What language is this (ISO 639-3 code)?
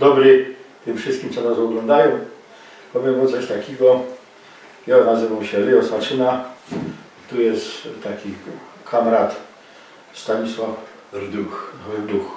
szl